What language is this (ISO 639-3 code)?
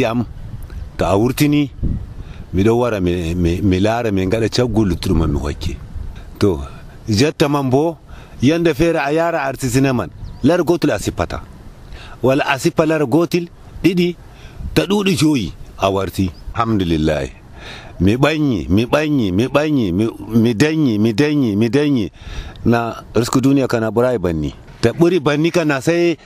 fuv